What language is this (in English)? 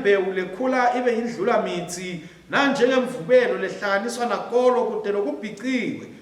Swati